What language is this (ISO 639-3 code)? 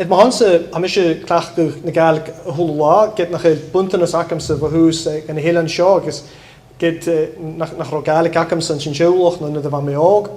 gla